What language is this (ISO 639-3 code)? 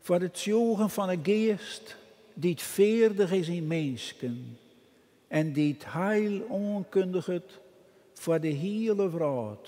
fry